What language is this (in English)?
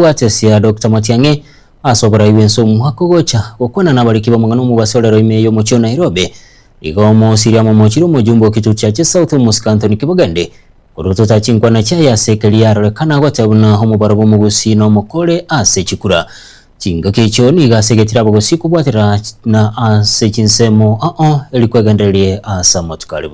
Gusii